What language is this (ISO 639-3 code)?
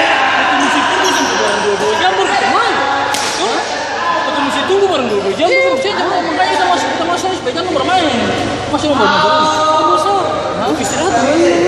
abs